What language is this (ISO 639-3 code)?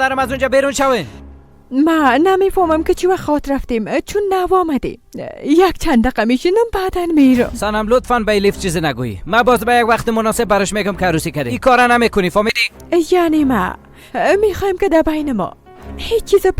fas